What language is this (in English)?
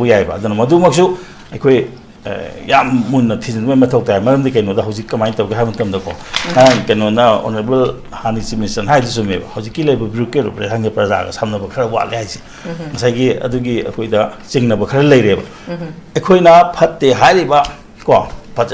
Manipuri